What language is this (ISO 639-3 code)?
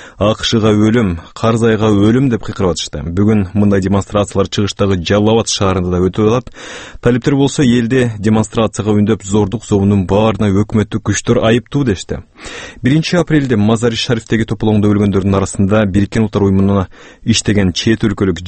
kir